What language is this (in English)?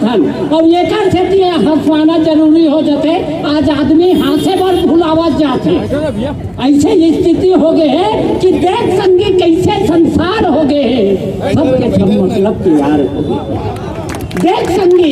Chhattisgarhi